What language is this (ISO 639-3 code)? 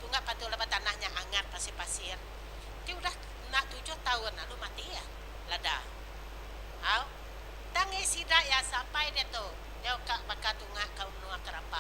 iba